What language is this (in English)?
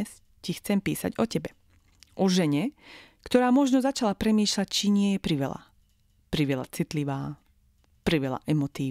Slovak